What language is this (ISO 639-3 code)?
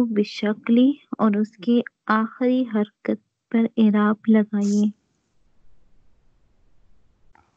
urd